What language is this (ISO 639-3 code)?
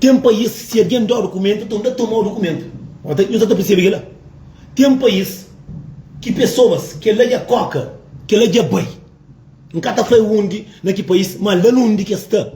kea